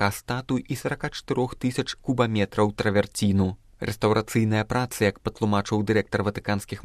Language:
Belarusian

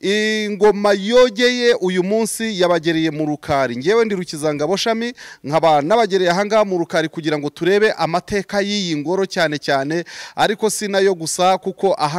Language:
Kinyarwanda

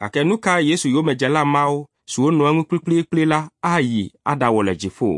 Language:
Ewe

